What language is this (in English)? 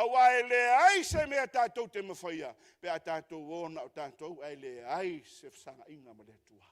Samoan